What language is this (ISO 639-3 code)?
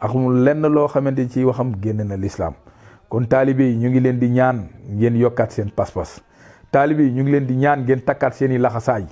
wol